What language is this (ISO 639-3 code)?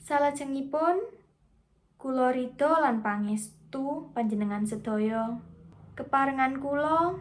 jav